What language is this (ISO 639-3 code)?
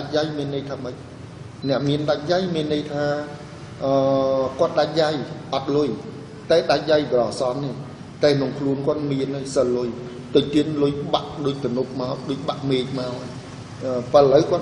khm